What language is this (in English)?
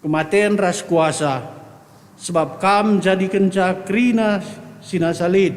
Batak Karo